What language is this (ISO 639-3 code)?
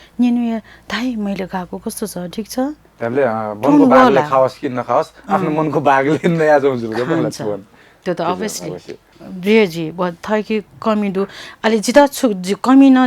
new